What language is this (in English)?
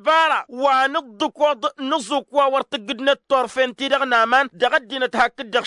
Tamasheq